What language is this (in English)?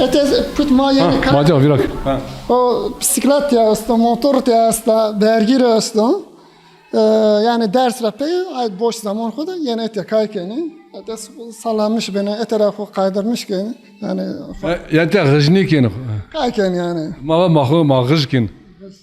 Zaza